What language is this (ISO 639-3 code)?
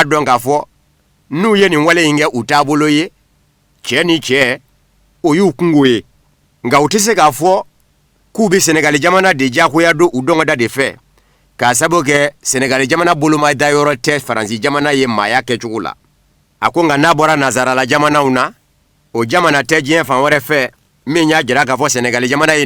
bam